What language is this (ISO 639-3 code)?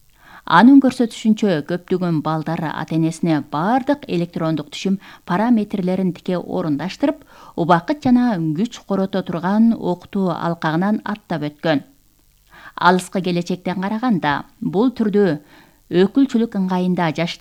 kir